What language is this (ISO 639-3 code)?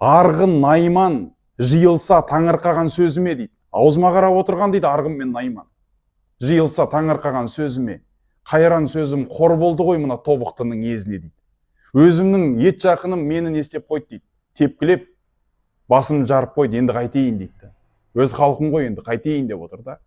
kaz